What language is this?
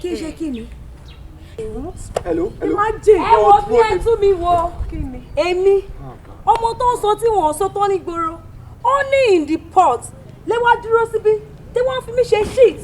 Yoruba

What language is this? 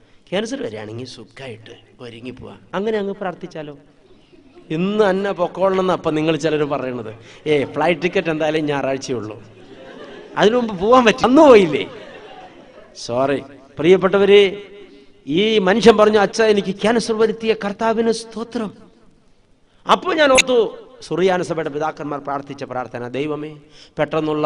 Malayalam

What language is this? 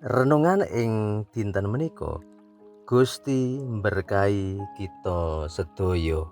Javanese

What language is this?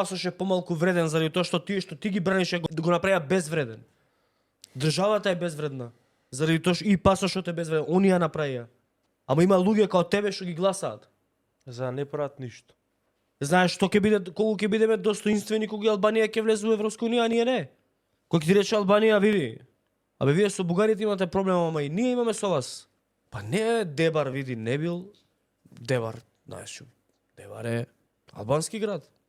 Macedonian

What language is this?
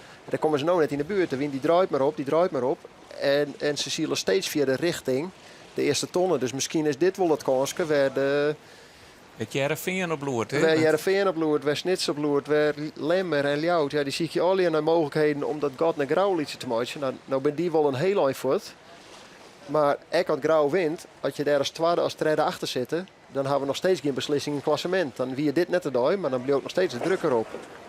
Western Frisian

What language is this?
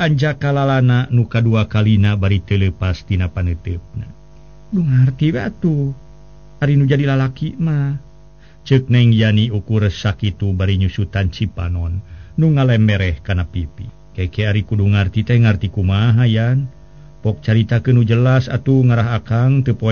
Sundanese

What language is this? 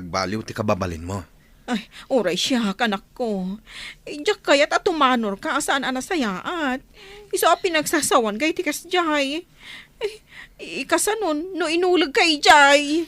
Iloko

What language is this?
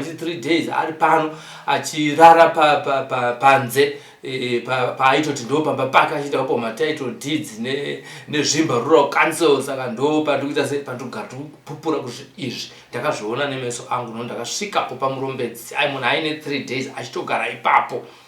Shona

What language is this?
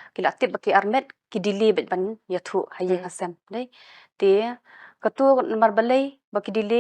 Khasi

